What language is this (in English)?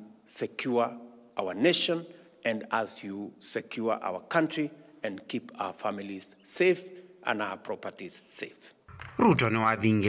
Kamba